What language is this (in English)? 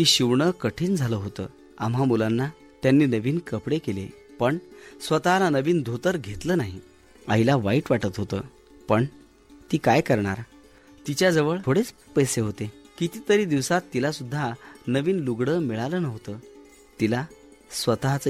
Marathi